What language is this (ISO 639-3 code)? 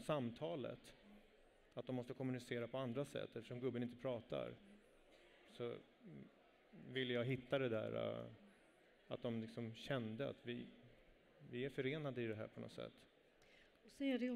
swe